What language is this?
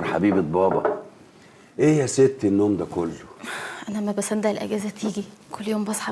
Egyptian Arabic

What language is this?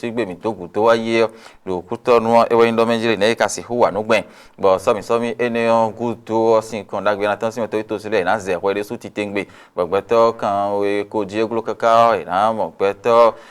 Fon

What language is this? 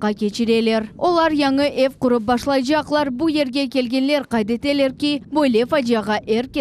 Crimean Tatar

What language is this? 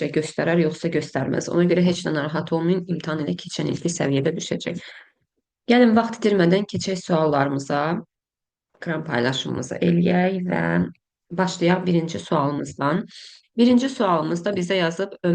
Azerbaijani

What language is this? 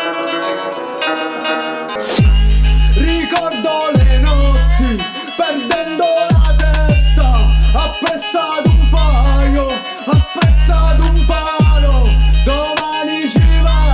Italian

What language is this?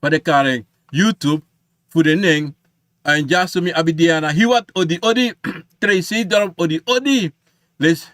Sranan Tongo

